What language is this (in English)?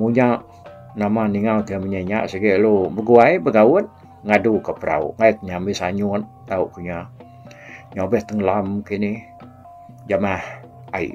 Iban